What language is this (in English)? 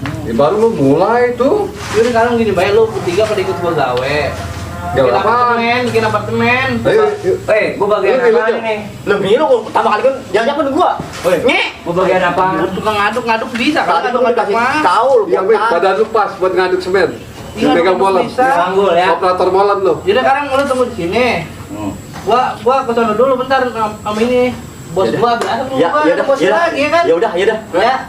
Betawi